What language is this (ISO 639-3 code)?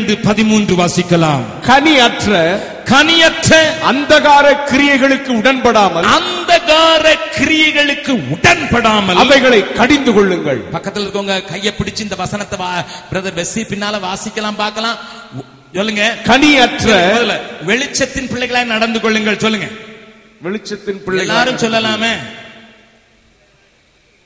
tam